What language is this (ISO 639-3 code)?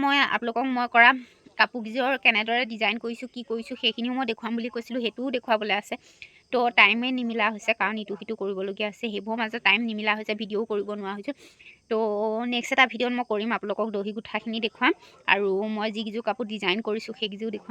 asm